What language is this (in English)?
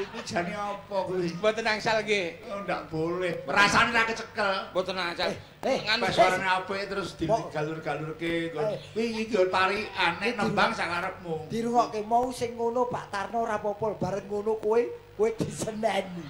Javanese